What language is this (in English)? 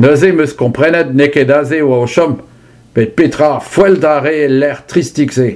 Breton